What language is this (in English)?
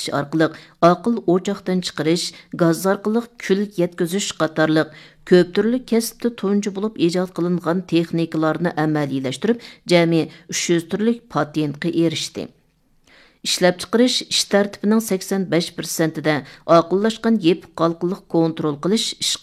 Uyghur